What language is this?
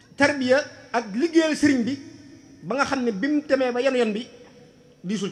Wolof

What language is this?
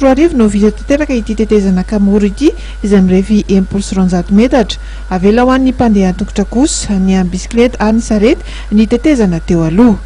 Malagasy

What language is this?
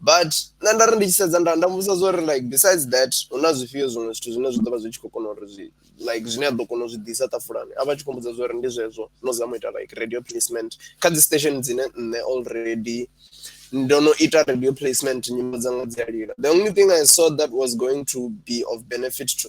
Venda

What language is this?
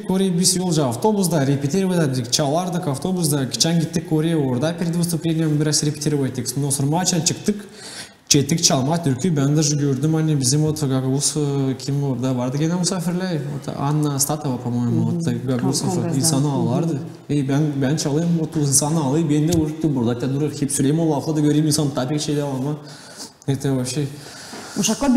Gagauz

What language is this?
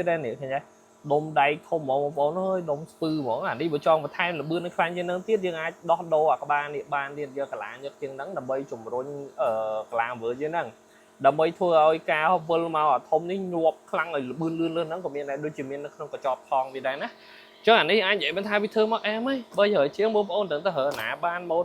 Khmer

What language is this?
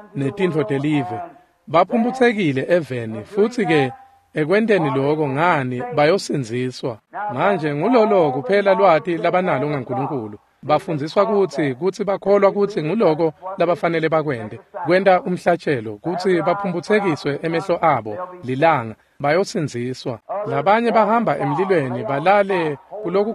Swati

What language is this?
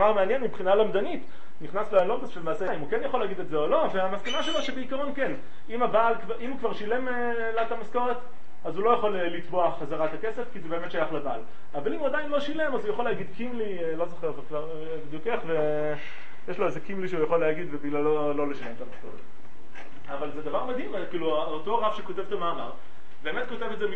Hebrew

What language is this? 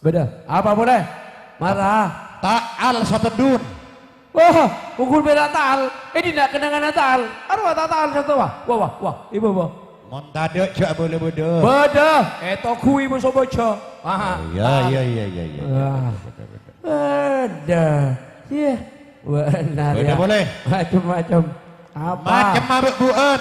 Madurese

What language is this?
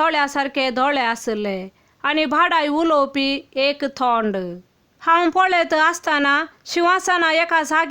Konkani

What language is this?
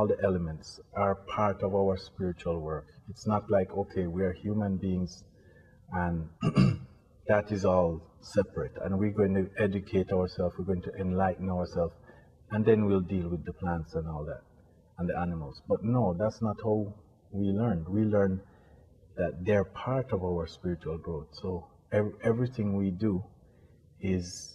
English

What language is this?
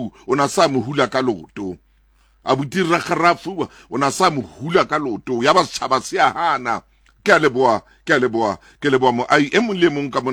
Southern Sotho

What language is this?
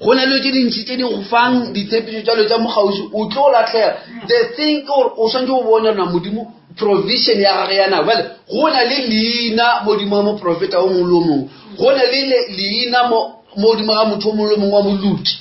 Northern Sotho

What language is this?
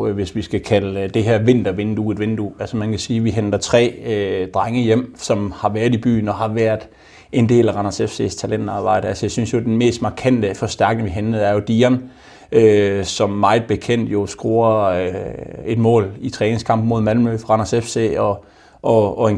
Danish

